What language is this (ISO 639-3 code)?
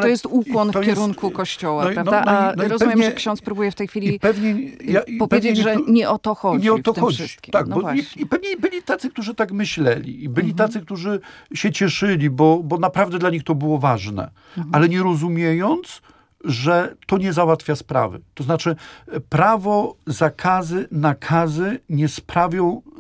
pol